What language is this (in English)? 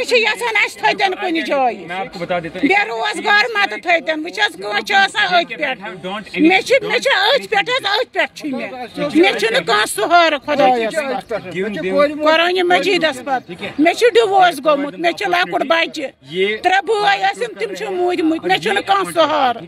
Armenian